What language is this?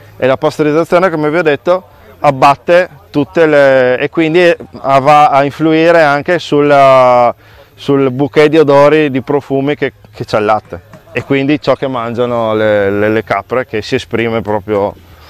Italian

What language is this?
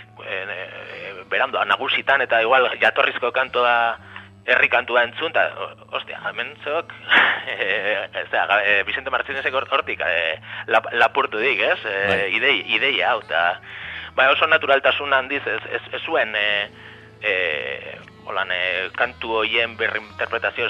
Basque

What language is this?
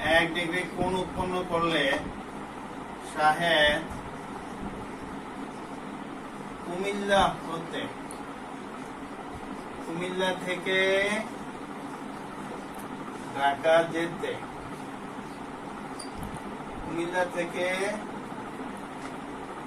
Bangla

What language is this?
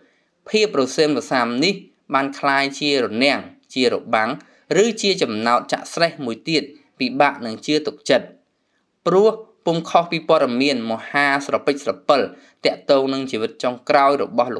Khmer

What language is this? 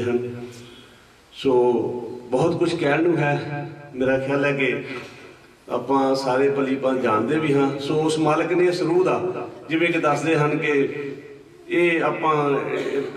Punjabi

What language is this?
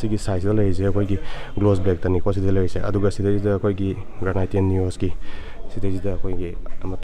Manipuri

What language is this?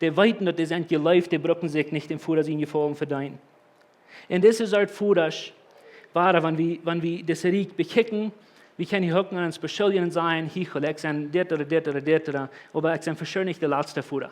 Plautdietsch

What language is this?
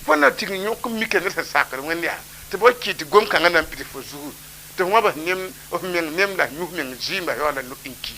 Mossi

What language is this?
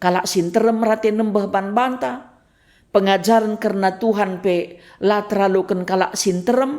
Batak Karo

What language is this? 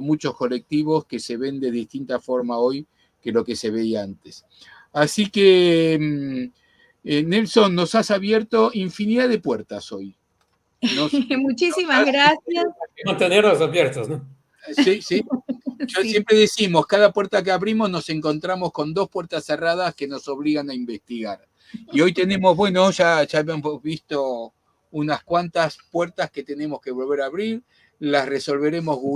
Ladino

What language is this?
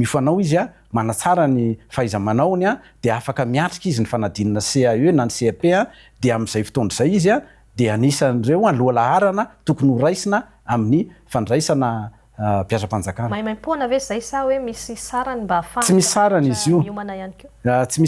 Malagasy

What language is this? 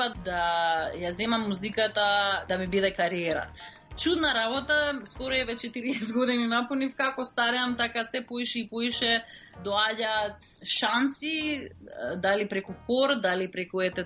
Macedonian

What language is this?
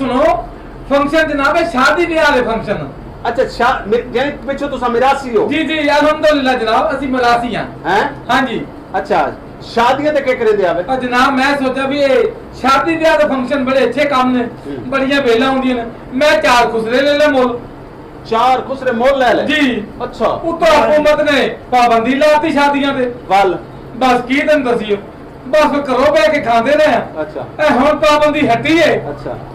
Saraiki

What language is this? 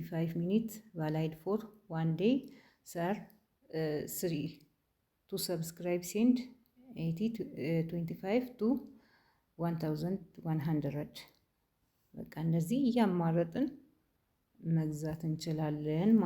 Amharic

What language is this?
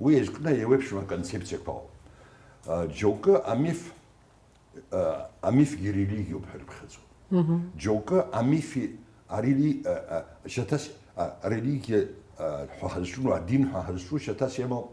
Abkhazian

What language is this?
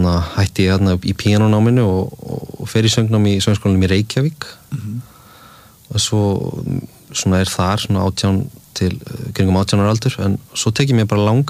Icelandic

